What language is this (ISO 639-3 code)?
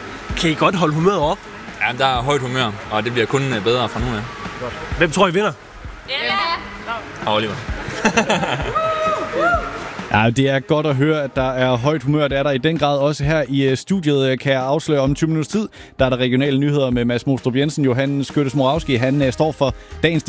dan